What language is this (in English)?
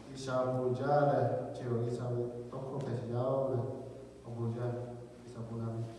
Lahu